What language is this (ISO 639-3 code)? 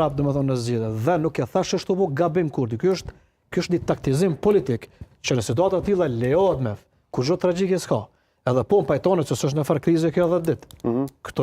sqi